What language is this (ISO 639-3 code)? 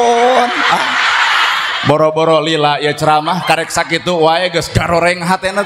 sun